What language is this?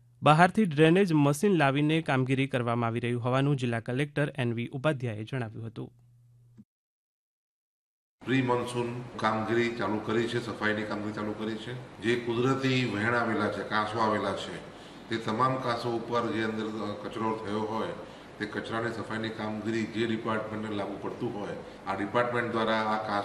Gujarati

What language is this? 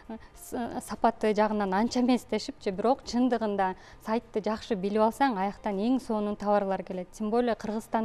Kyrgyz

